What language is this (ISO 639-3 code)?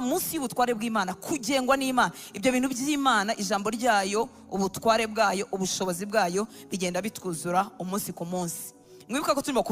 kin